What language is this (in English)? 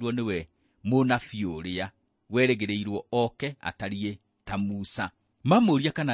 Kikuyu